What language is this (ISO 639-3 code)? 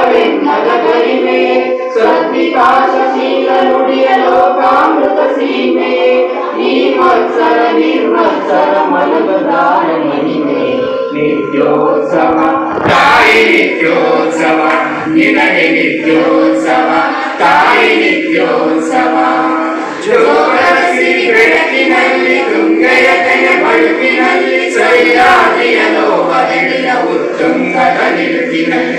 kan